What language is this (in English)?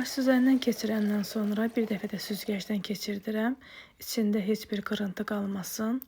Azerbaijani